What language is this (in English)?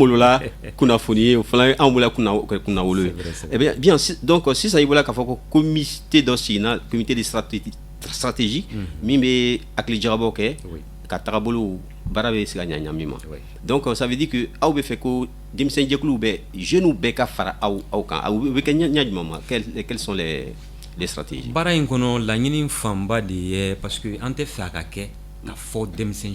Bambara